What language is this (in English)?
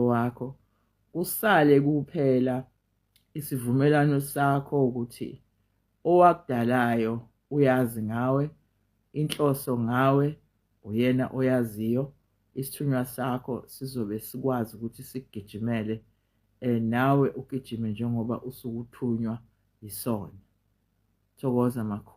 Zulu